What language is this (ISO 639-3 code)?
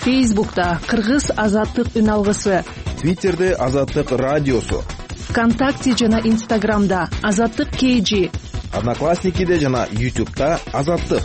kir